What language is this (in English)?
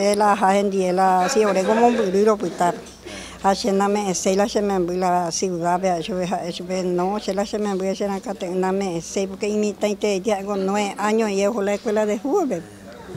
Guarani